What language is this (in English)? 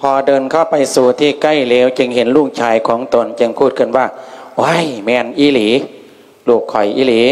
Lao